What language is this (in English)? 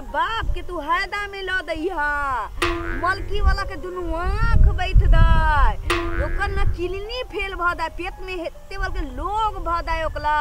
Maithili